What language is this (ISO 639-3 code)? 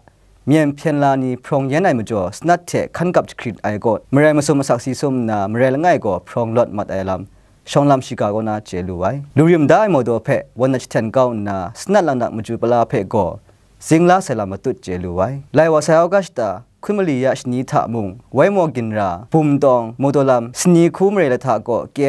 kac